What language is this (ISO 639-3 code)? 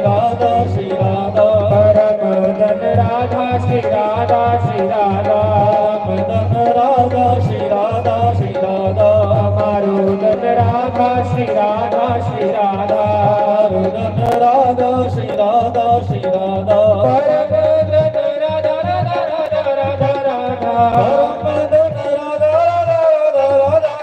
doi